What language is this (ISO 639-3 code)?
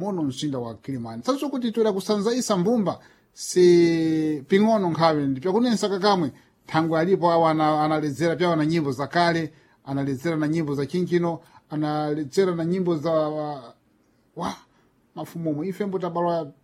seh